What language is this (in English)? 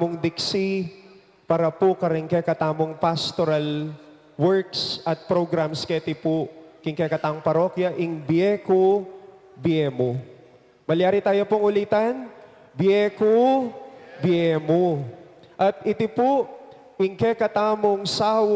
Pampanga